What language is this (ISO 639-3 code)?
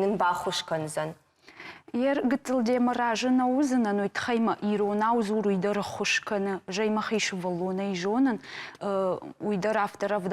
oss